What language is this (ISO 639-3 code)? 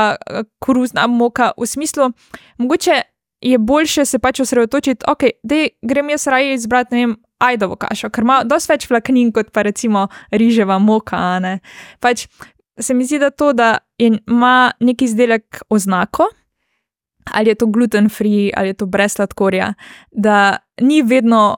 slv